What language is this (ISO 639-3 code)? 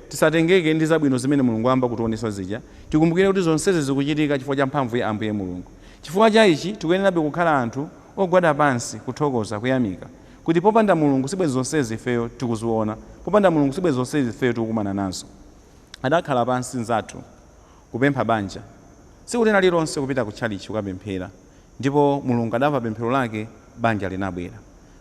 nya